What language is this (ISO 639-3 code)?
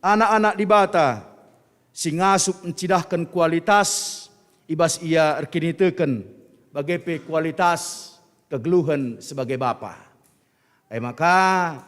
btx